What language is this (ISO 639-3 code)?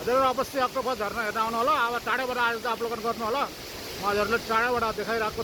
nep